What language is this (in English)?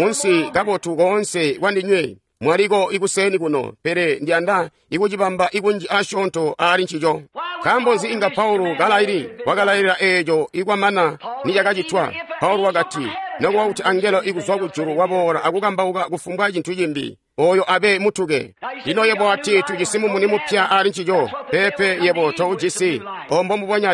Tonga (Zambia)